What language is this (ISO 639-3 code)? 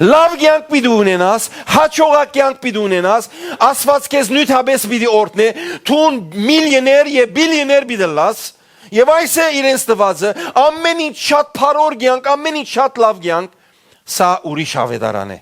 hyw